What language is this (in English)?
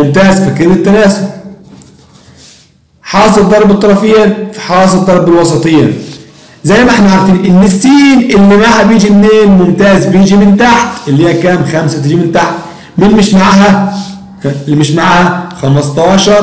Egyptian Arabic